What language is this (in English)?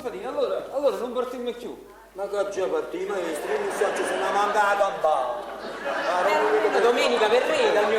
Neapolitan